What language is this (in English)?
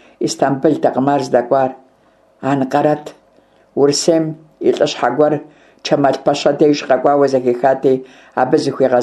Kabardian